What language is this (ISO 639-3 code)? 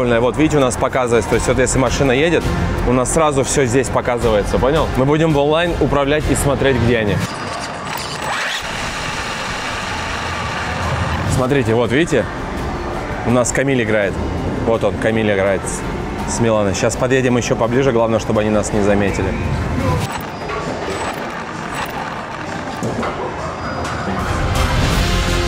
rus